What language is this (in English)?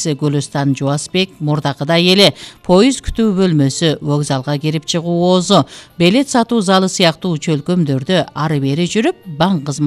Kyrgyz